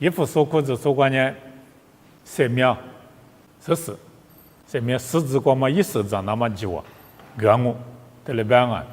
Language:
Lisu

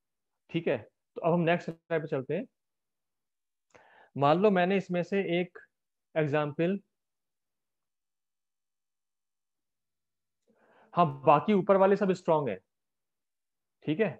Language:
Hindi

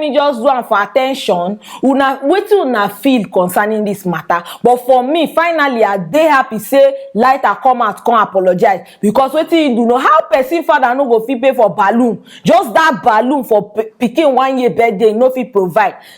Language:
Nigerian Pidgin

